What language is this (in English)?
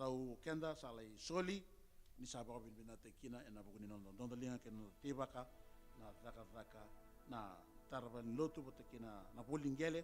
Fijian